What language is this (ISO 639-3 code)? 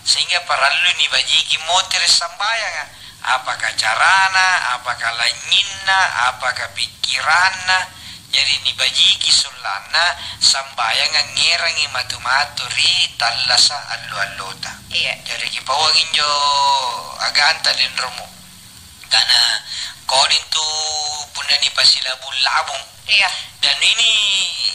mak